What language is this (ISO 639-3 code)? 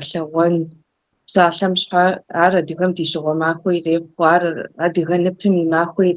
kbd